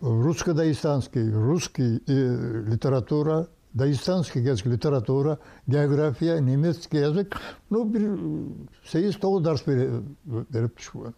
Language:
Kumyk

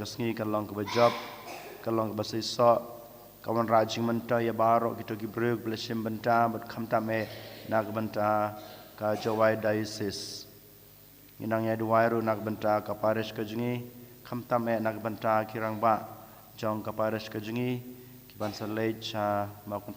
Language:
Khasi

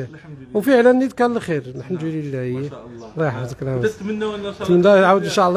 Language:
Moroccan Arabic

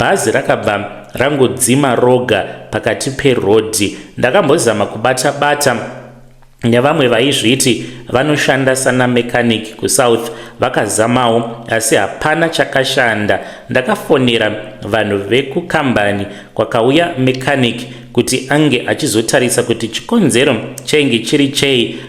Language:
Shona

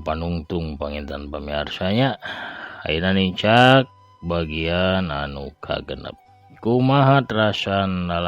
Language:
Sundanese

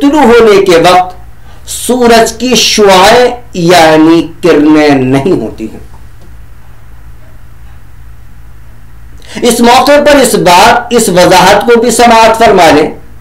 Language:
Urdu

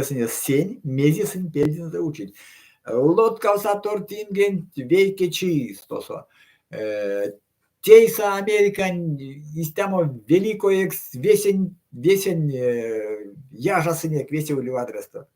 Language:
Erzya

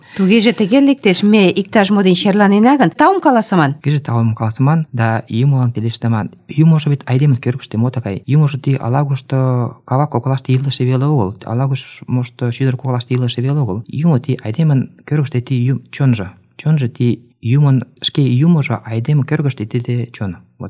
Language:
Mari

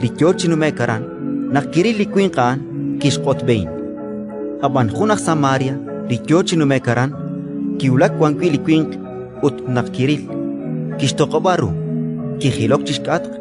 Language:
Kekchí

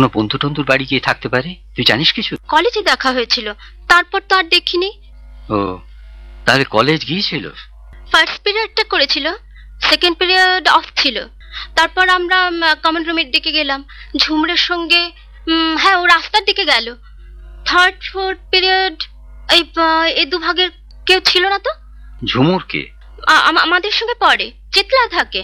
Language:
Bangla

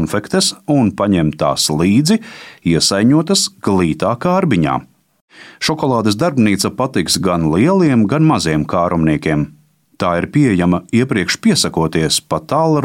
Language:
Latvian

